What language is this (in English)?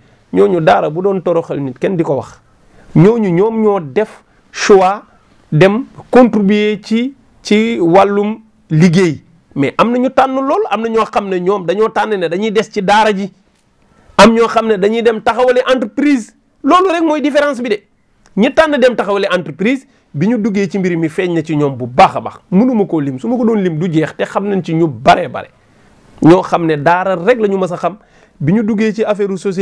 Wolof